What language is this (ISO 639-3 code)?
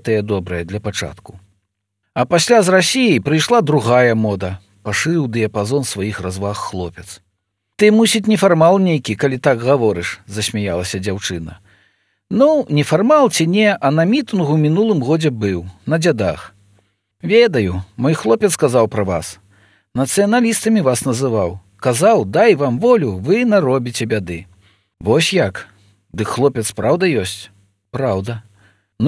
bel